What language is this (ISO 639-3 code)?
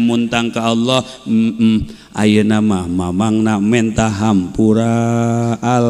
sun